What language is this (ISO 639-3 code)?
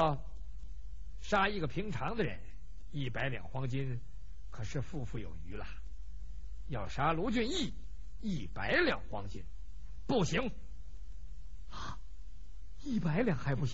zho